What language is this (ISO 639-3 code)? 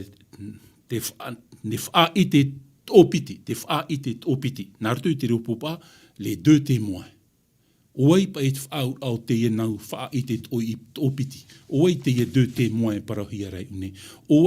tah